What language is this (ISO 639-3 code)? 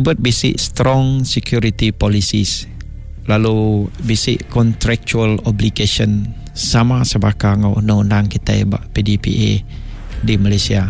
iba